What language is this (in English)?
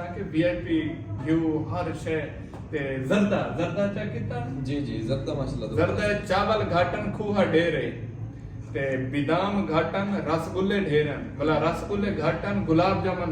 Saraiki